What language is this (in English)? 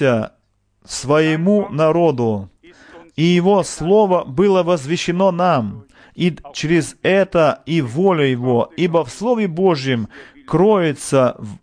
Russian